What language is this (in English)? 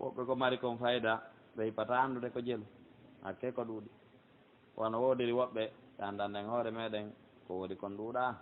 Pular